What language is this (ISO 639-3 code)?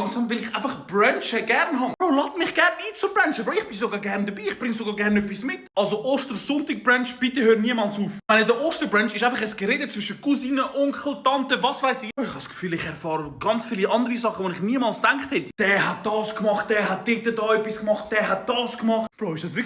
gsw